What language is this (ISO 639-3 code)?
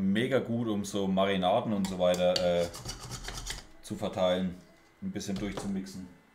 deu